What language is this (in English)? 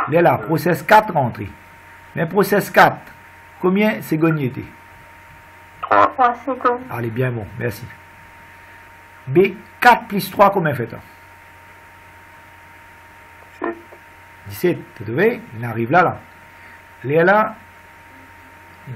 French